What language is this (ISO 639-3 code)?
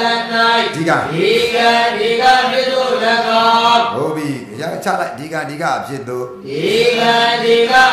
mya